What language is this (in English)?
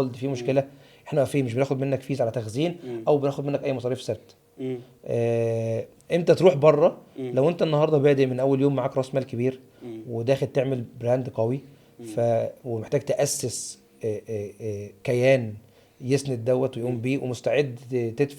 Egyptian Arabic